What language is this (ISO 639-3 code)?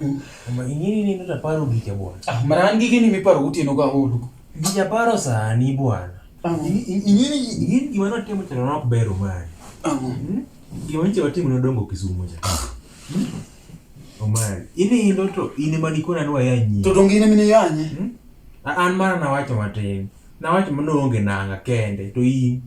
luo